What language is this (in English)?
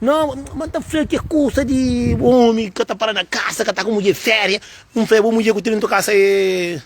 Kabuverdianu